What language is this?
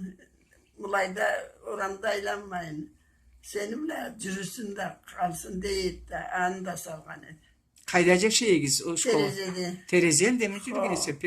Karachay-Balkar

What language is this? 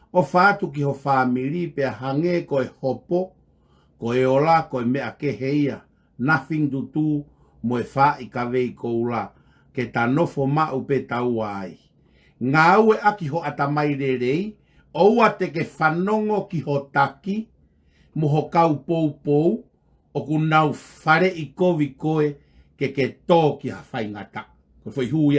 Tongan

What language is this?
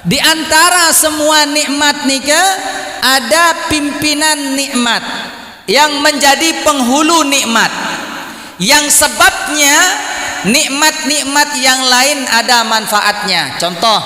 Sasak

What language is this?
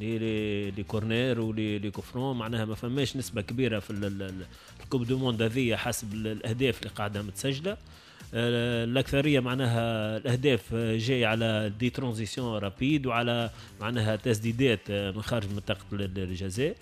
Tunisian Arabic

